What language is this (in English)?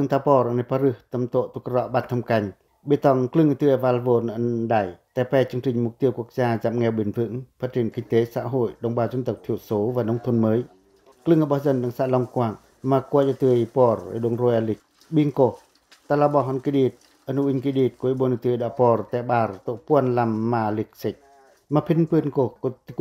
Pacoh